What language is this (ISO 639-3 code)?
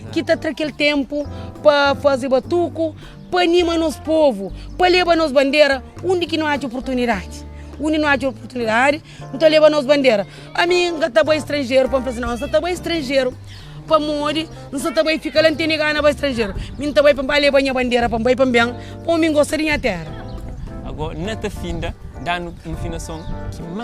kea